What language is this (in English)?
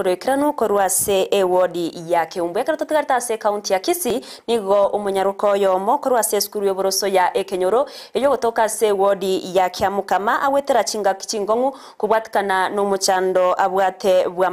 Gusii